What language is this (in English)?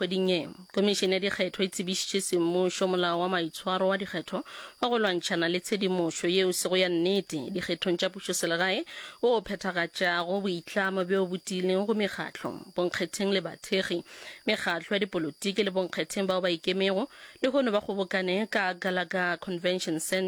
Northern Sotho